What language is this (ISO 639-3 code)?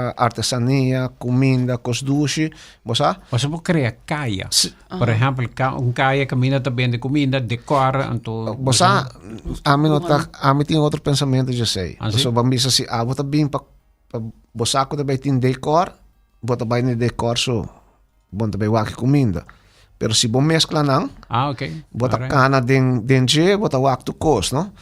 pap